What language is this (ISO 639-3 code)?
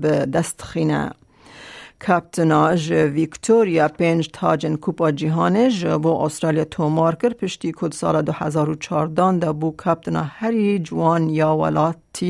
kur